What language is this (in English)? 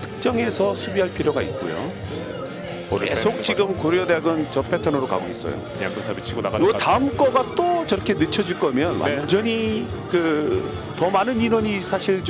Korean